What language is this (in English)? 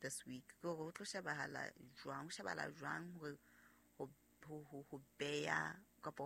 Southern Sotho